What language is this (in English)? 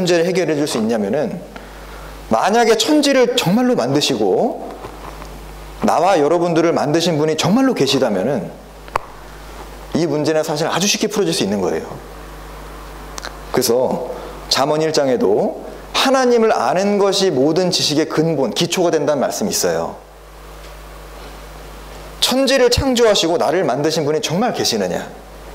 Korean